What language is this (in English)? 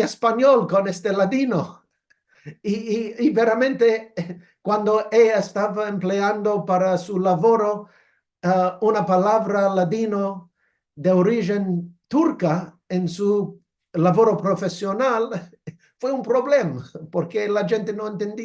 Ladino